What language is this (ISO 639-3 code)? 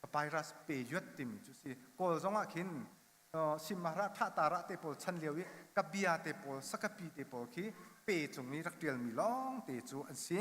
cnh